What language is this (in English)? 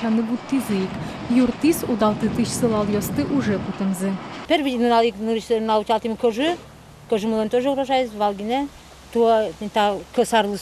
Udmurt